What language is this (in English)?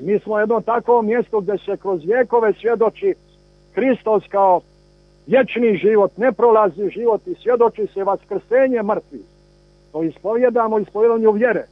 Serbian